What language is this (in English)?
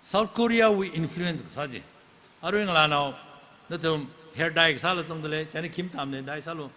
Tangkhul Naga (India)